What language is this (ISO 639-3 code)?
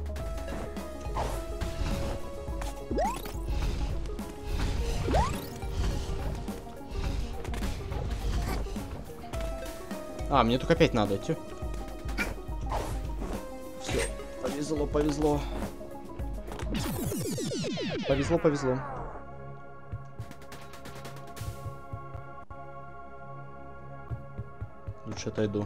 rus